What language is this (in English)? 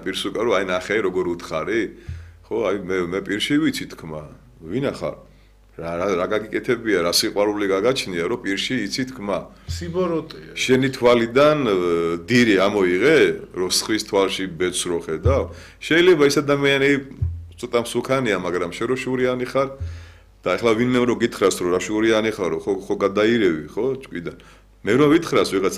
Georgian